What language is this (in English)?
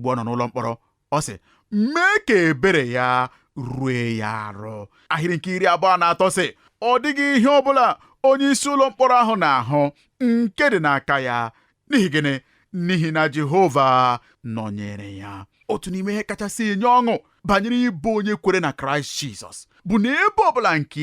Igbo